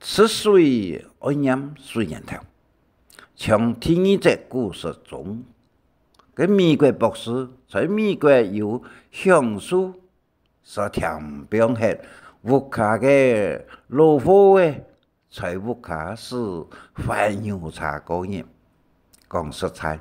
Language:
Hakka Chinese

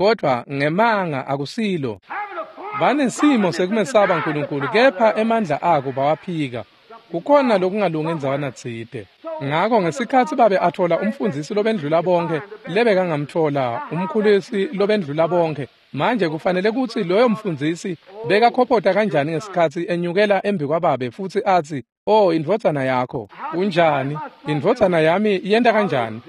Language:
Swati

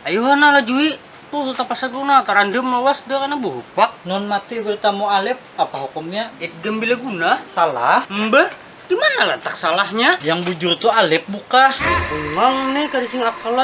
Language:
Banjar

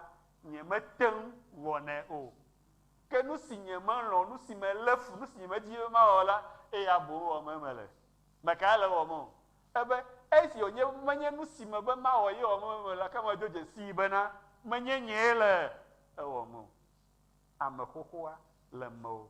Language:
Ewe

